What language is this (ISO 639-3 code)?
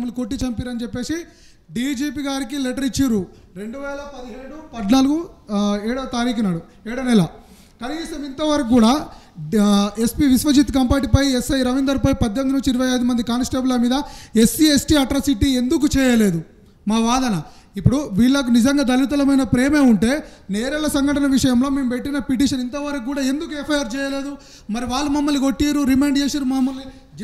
tel